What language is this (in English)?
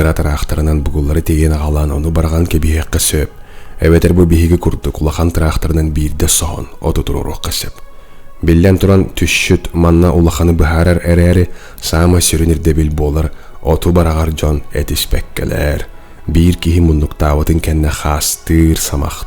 Yakut